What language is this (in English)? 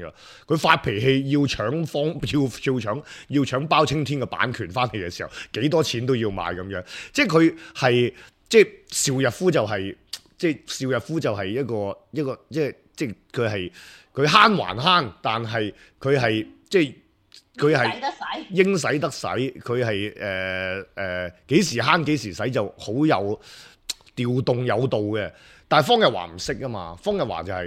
Cantonese